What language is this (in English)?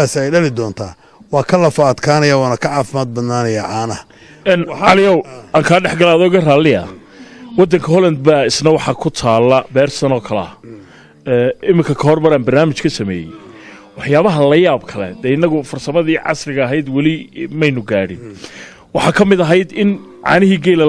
Somali